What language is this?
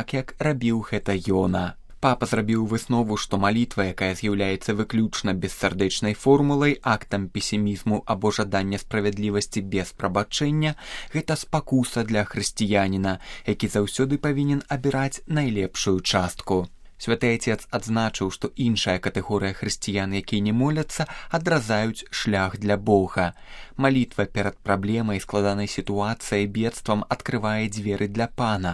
Belarusian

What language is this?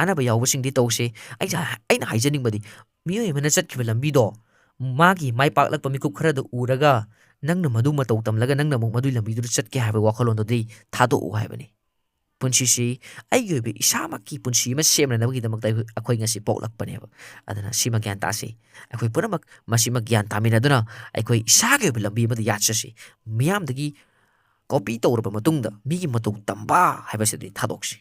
Manipuri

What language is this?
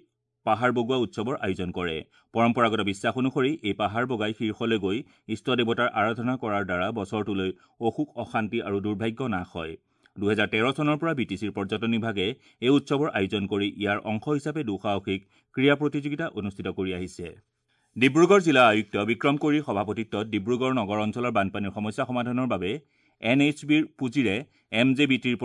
Assamese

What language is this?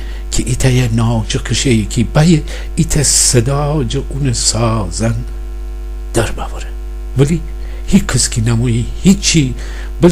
Gilaki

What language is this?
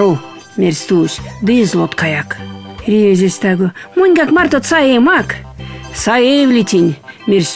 Erzya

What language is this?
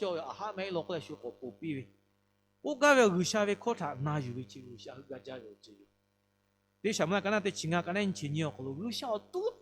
Lahu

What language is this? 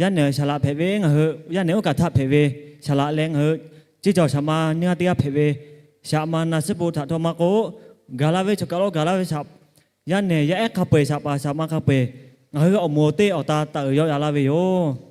Lahu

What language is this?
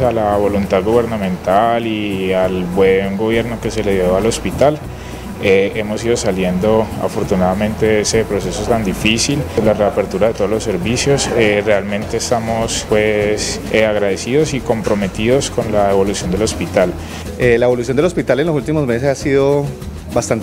Spanish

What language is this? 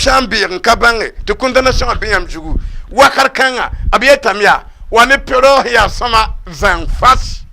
Mossi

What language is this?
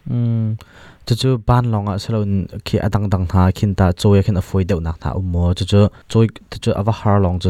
Hakha Chin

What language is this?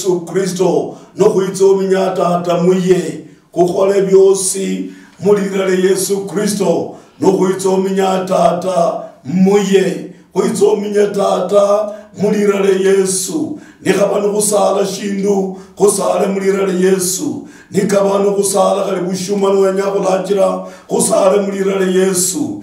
Luyia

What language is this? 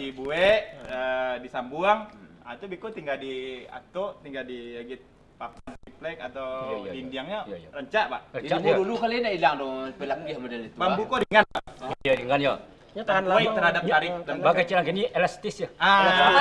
Minangkabau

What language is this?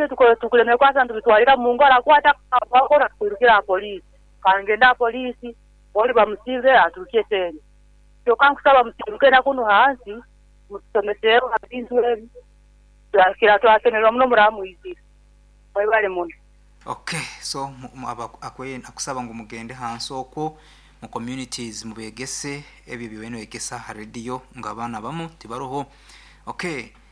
Nyoro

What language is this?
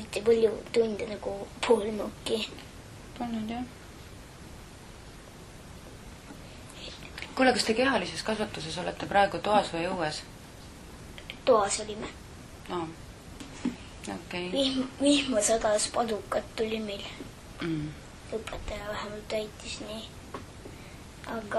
Estonian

